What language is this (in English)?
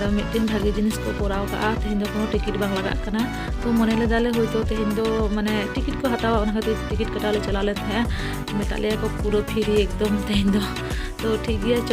Santali